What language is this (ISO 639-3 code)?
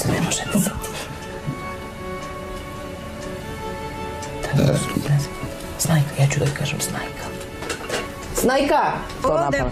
srp